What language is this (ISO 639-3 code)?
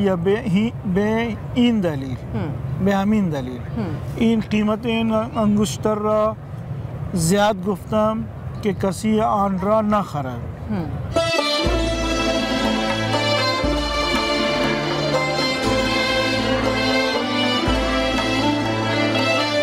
fas